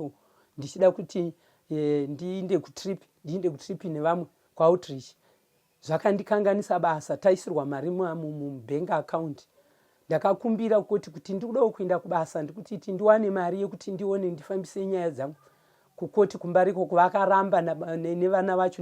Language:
Shona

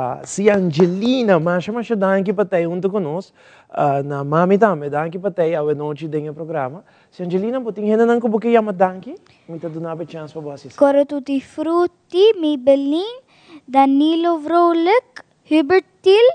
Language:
Papiamento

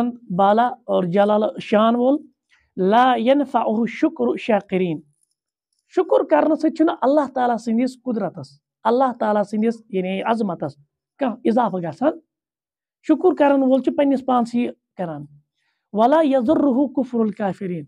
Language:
Kashmiri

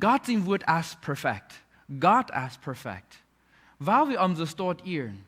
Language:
Plautdietsch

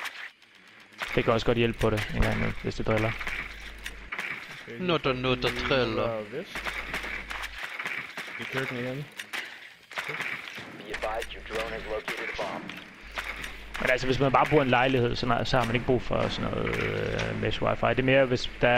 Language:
Danish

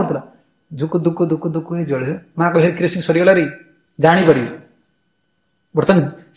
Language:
Odia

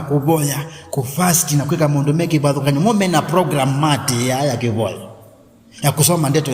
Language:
Kamba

